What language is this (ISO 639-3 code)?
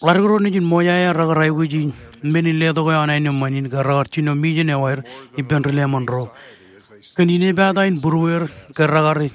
mah